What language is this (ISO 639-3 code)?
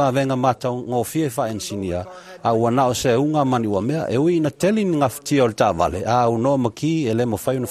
smo